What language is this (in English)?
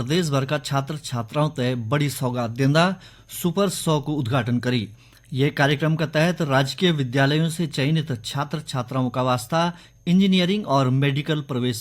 Garhwali